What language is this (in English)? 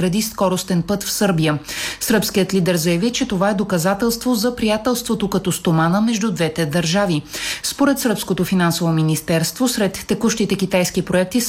Bulgarian